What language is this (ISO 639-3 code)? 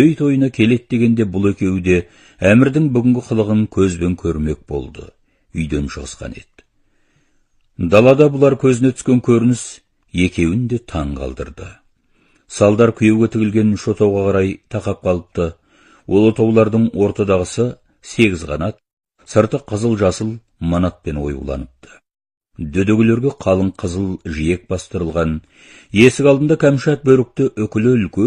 kaz